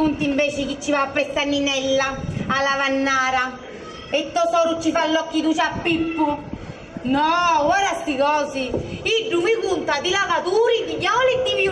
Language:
Sicilian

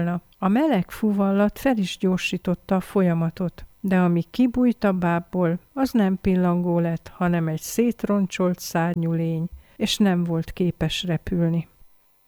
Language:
Hungarian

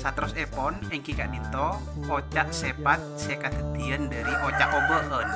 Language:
Madurese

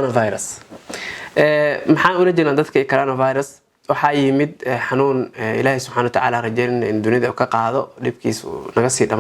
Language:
Somali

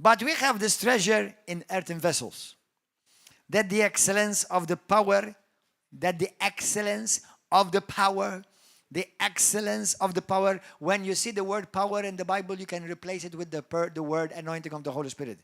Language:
English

